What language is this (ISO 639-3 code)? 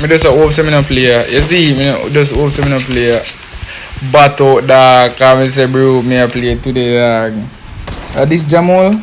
jam